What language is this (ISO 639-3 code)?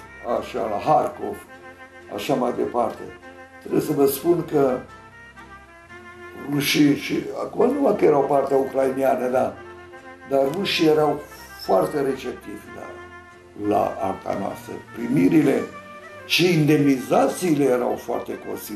ron